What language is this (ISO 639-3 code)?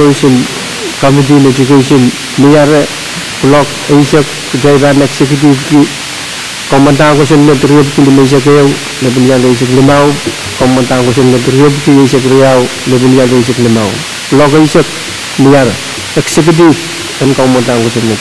pon